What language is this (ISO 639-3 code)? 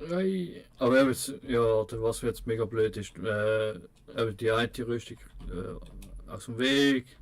gsw